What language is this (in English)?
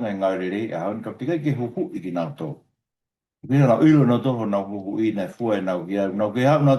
Tongan